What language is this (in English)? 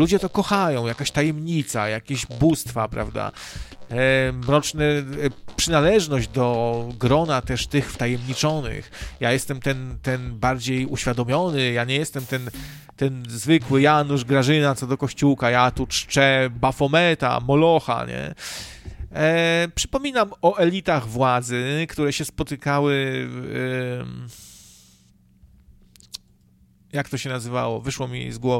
Polish